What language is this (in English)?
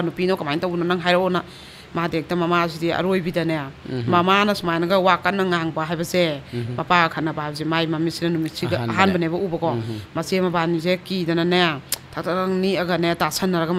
Manipuri